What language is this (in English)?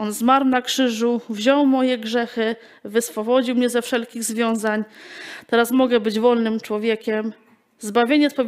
Polish